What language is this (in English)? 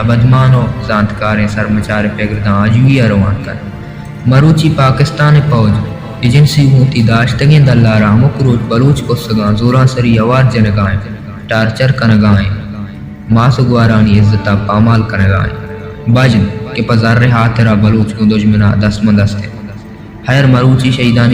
Baluchi